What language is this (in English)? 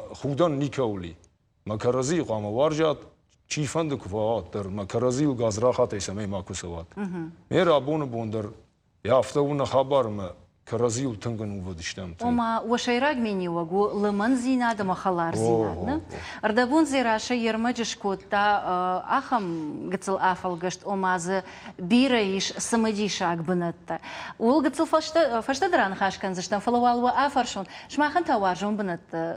Ossetic